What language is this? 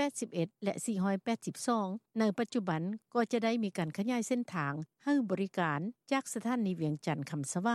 Lao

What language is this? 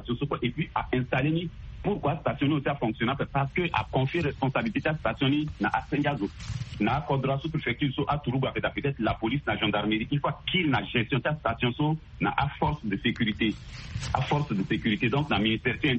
Sango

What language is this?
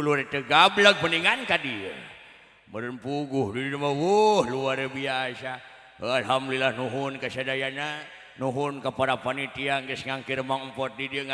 Sundanese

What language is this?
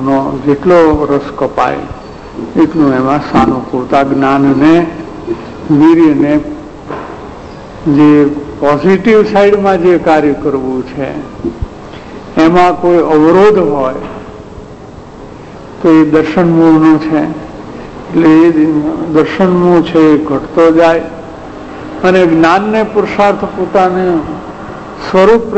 Gujarati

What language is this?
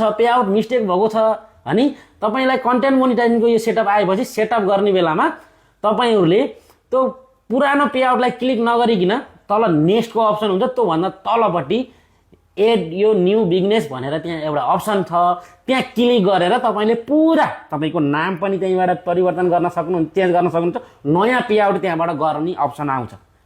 Nepali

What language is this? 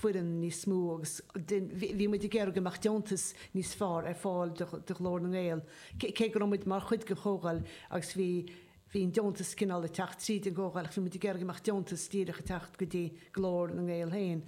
Irish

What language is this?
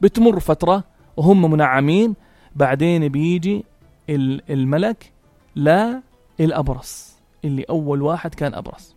North Levantine Arabic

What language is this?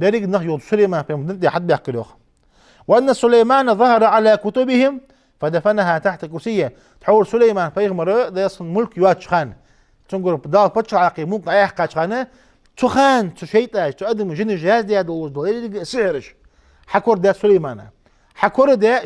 Ingush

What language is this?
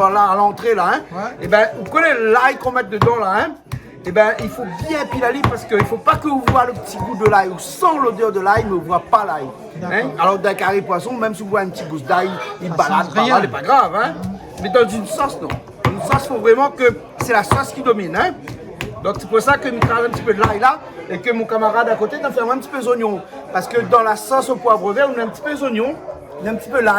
Réunion Creole French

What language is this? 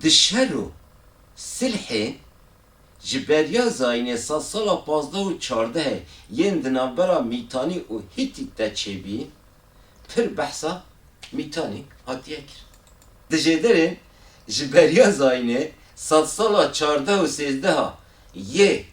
Kurdish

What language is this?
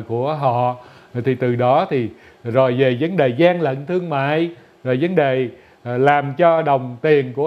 Vietnamese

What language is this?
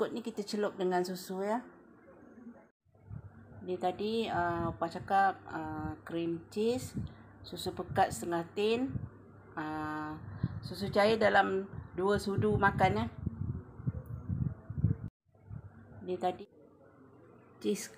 Malay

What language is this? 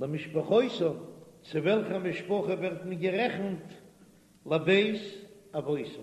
Yiddish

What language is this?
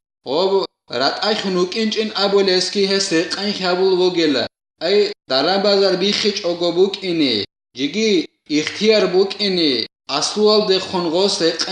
Avaric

